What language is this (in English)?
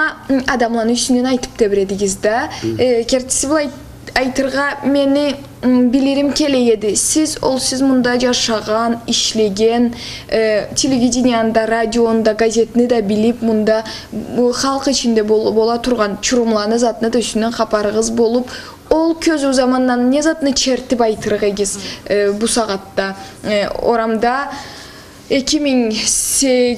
Karachay-Balkar